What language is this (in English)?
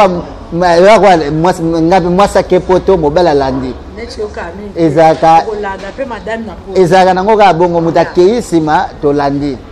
Lingala